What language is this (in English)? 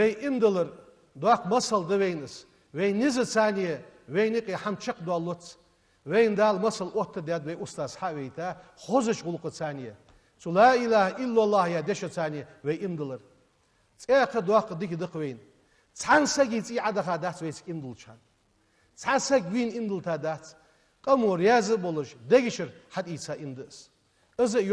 Ingush